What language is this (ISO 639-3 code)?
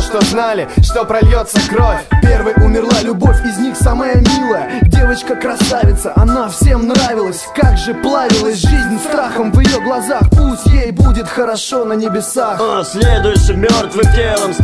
rus